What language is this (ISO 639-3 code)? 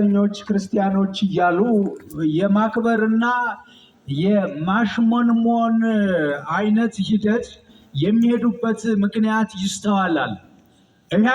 amh